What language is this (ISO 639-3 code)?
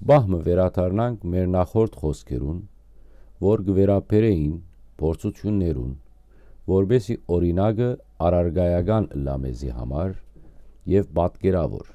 hyw